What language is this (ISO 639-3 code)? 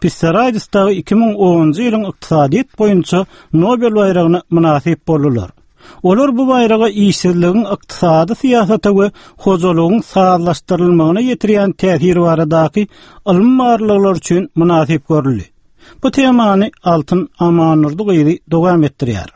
tuk